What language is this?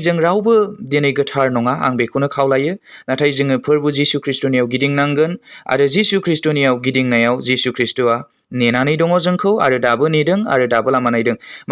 Bodo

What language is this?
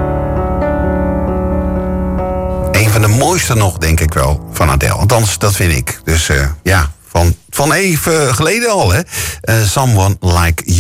Dutch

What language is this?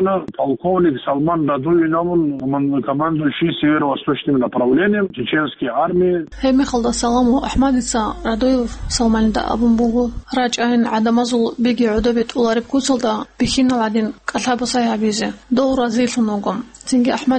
Avaric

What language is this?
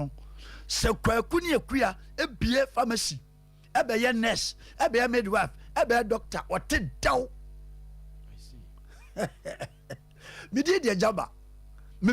Akan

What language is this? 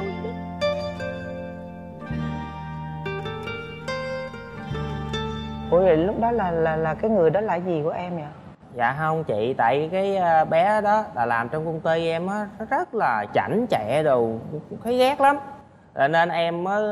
Vietnamese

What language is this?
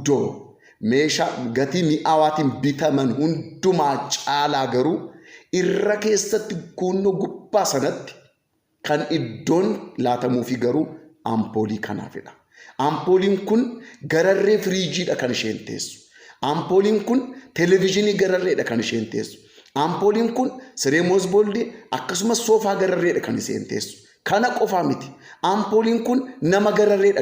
Oromo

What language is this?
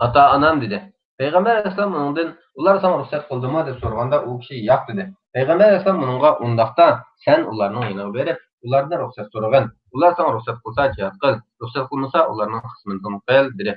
Uyghur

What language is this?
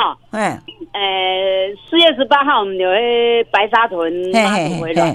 Min Nan Chinese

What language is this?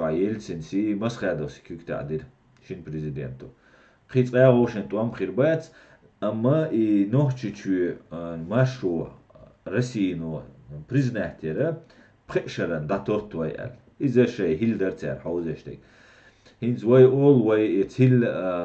Chechen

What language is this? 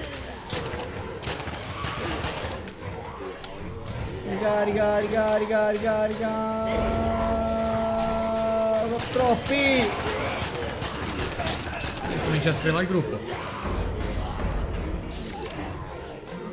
Italian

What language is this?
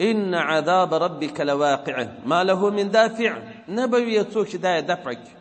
Pashto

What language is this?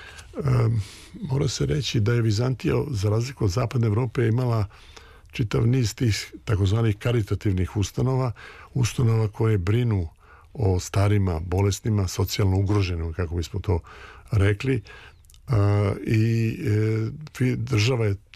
Serbian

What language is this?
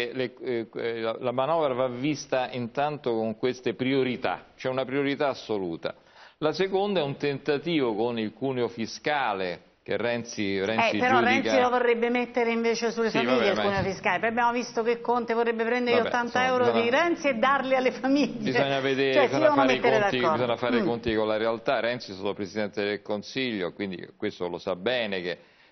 Italian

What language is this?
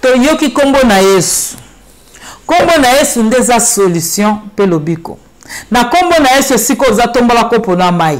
Lingala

